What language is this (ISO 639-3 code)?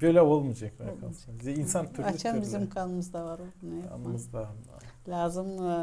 gag